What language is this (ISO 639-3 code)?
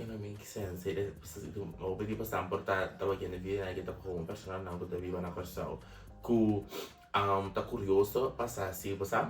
pap